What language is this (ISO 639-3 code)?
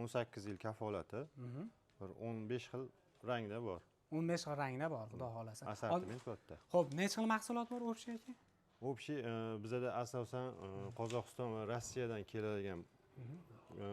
uzb